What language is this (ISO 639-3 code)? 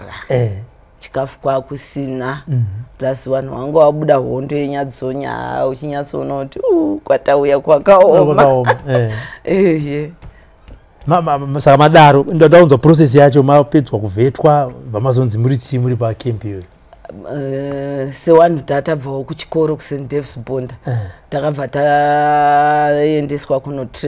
sna